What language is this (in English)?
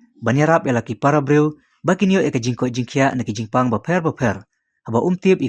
Khasi